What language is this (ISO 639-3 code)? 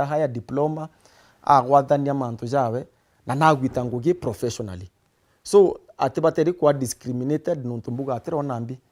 mer